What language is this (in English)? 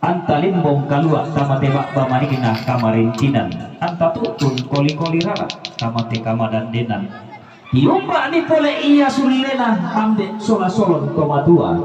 Toraja-Sa'dan